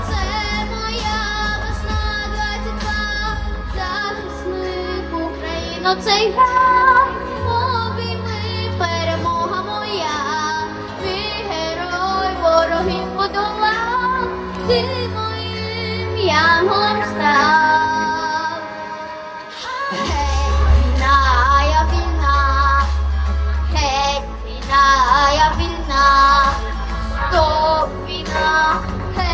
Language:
Ukrainian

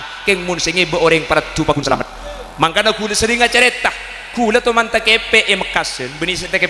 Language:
Madurese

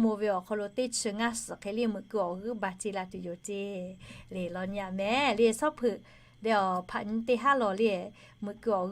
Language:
Lahu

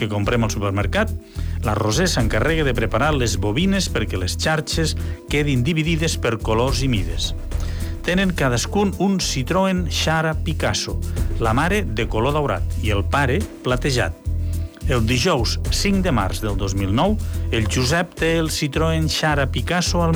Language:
Catalan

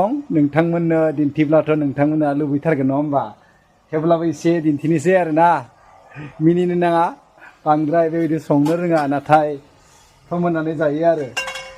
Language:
Bodo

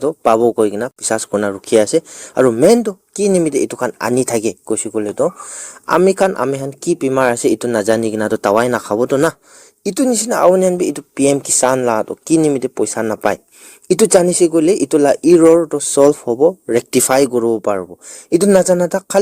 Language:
Naga Pidgin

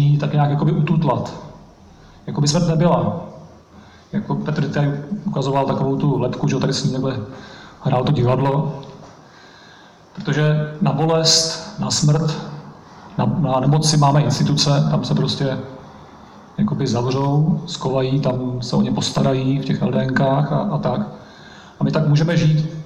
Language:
Czech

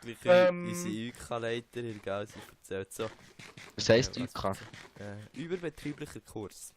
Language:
Swiss German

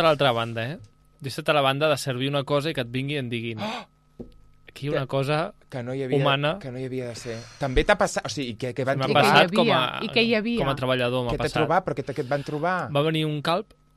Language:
Catalan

